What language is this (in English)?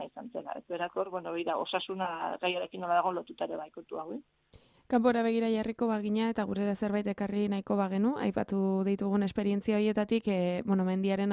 Basque